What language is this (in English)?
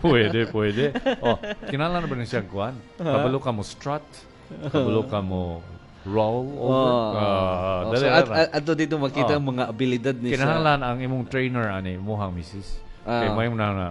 Cebuano